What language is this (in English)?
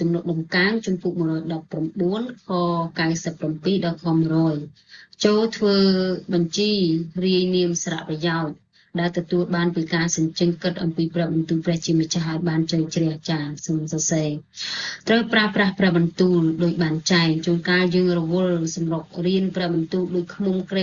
Khmer